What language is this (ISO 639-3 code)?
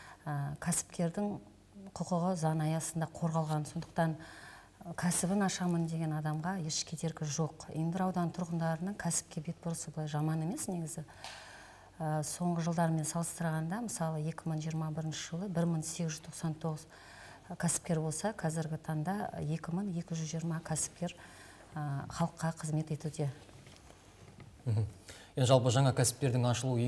kaz